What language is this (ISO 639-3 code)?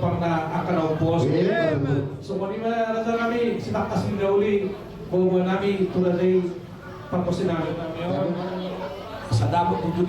bbc